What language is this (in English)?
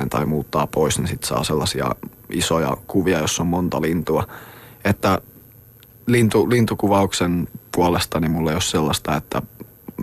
Finnish